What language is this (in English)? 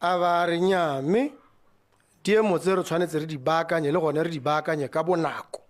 Tswana